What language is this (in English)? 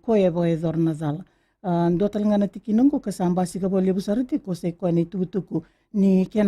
Fijian